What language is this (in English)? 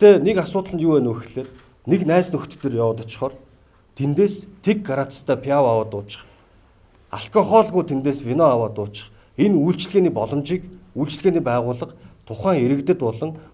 Mongolian